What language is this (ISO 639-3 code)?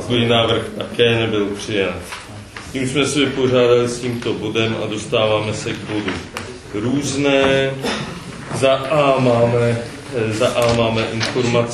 ces